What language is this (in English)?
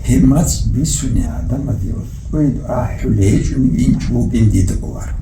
Avaric